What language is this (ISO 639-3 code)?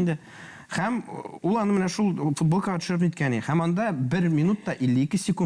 tat